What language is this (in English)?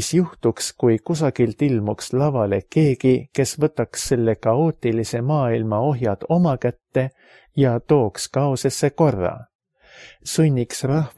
Estonian